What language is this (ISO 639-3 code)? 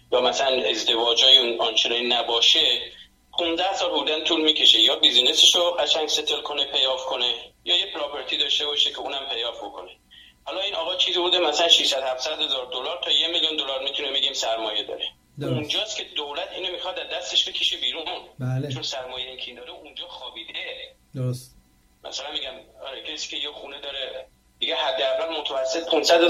fas